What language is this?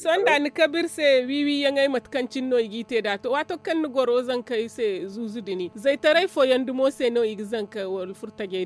Zarma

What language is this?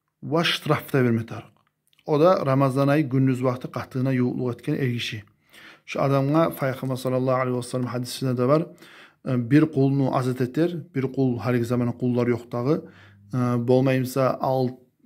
Kumyk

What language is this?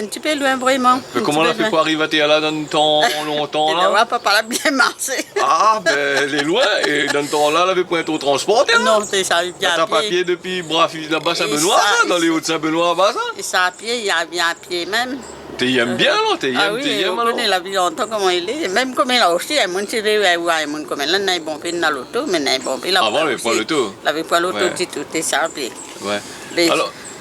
Réunion Creole French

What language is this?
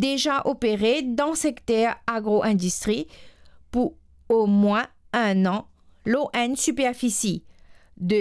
Morisyen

